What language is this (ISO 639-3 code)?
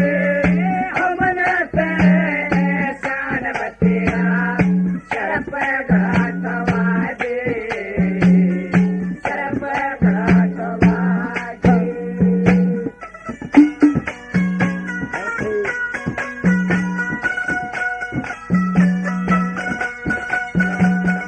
bgc